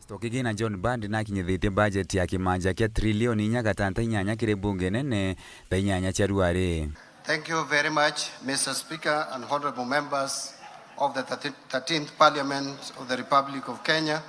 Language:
Meru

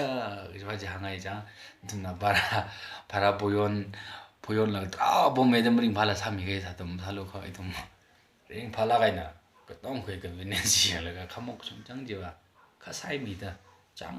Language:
Tangkhul Naga (India)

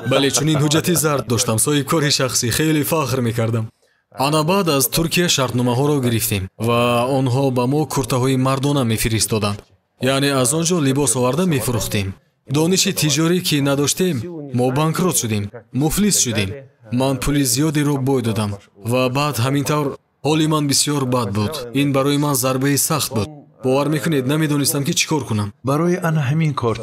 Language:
Tajik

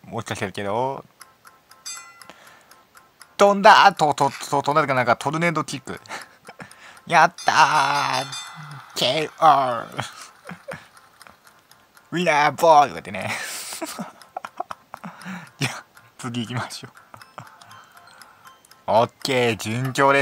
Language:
Japanese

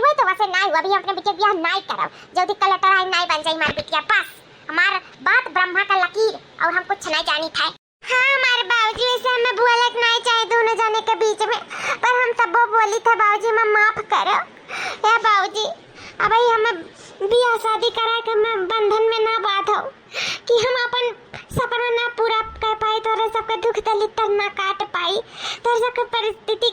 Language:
Awadhi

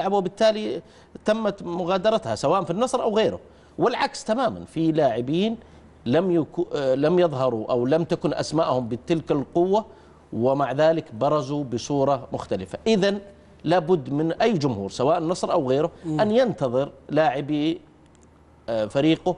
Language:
Arabic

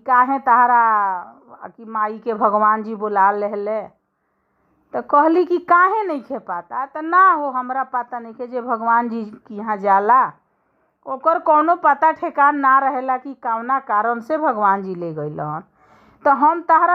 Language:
Bhojpuri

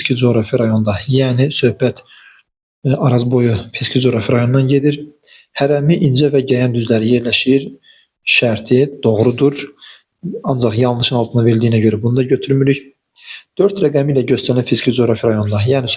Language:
Azerbaijani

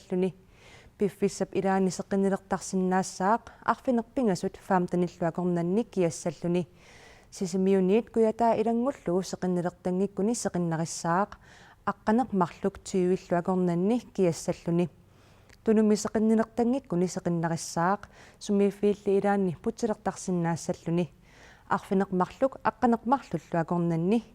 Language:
Kalaallisut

